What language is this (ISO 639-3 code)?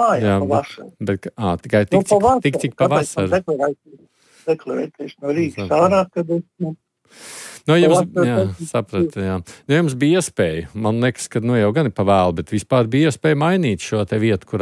lav